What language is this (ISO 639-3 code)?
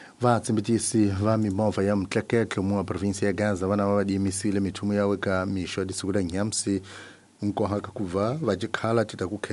tso